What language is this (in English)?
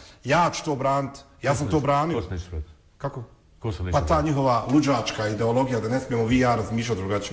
Bosnian